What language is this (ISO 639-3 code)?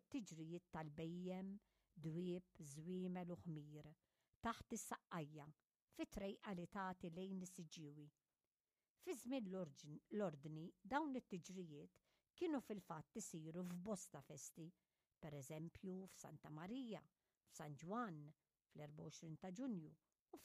mlt